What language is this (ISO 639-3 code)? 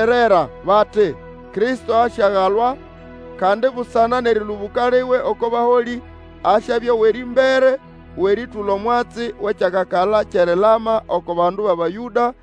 nnb